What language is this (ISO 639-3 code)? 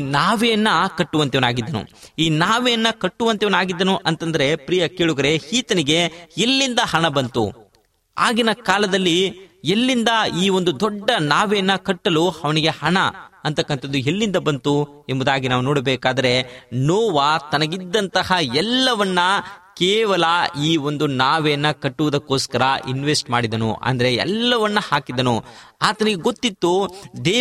kan